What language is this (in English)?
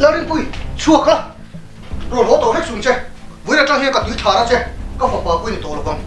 Mizo